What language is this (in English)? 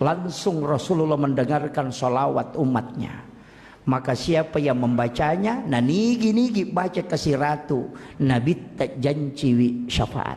Buginese